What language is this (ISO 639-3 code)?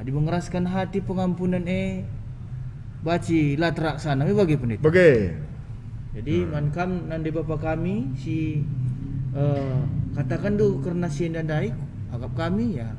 btx